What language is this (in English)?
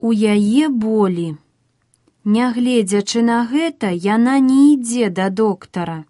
Belarusian